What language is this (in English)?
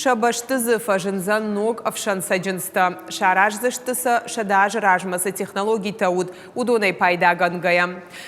Ossetic